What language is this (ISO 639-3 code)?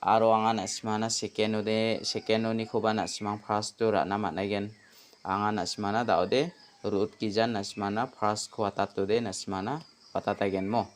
grt